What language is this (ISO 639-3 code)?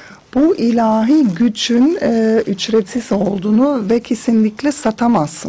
tur